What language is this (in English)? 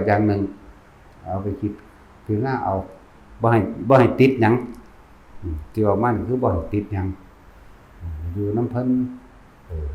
Lao